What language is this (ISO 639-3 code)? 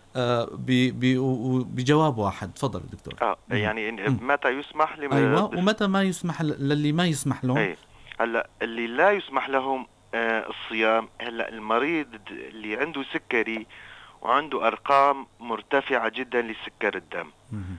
apc